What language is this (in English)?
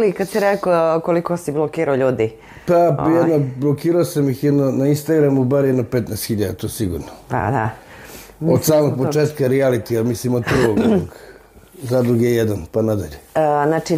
Serbian